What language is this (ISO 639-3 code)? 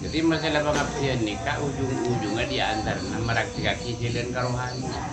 mad